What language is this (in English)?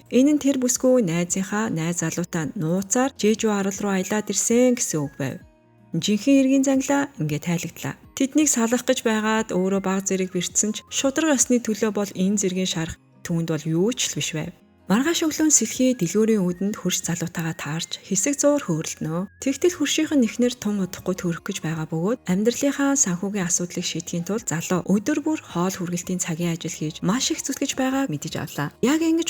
Mongolian